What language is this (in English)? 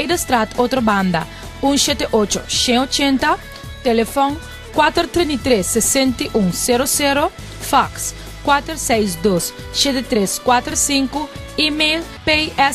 Papiamento